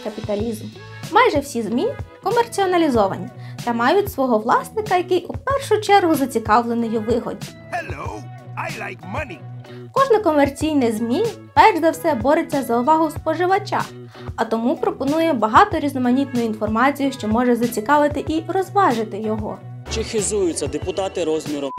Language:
Ukrainian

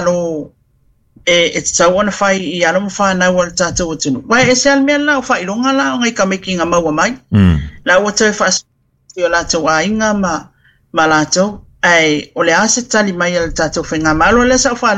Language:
Samoan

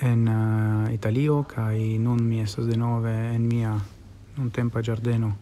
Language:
Esperanto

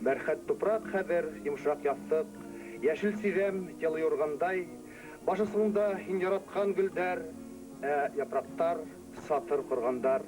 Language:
Bashkir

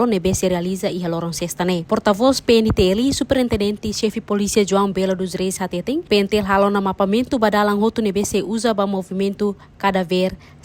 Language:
Tetum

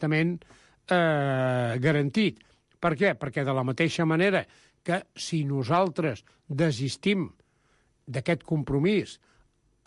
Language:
Catalan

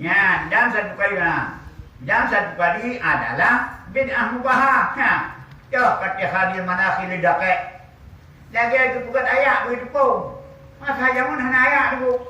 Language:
Achinese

